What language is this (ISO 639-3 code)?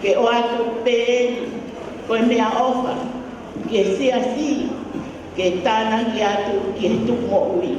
ton